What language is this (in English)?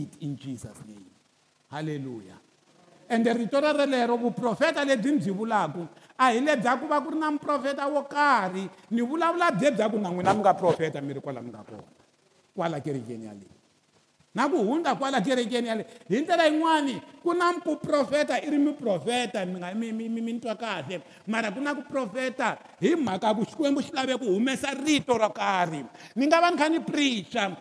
Tsonga